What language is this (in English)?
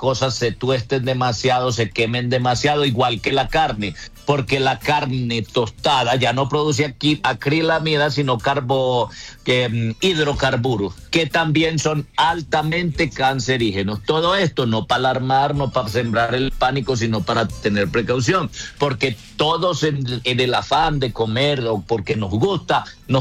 Spanish